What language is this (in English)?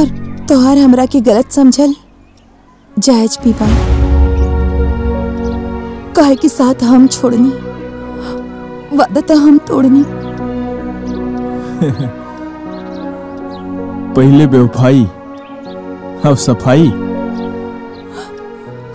Bhojpuri